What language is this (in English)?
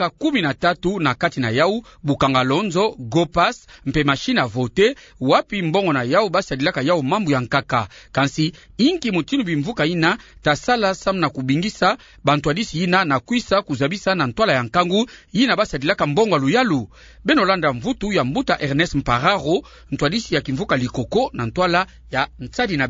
Kituba (Democratic Republic of Congo)